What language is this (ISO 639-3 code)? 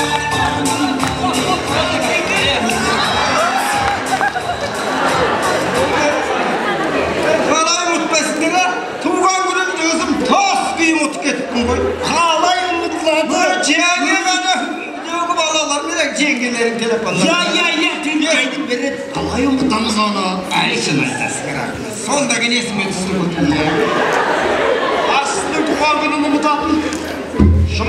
kaz